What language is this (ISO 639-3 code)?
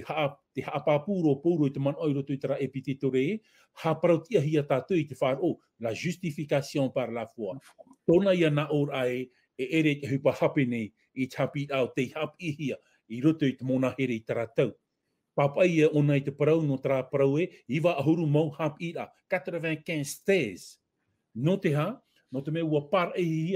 tah